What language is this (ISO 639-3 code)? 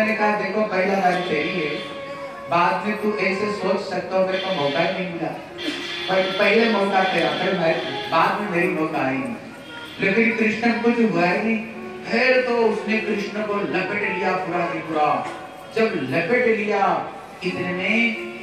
hin